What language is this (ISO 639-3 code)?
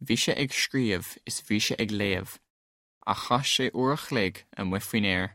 gle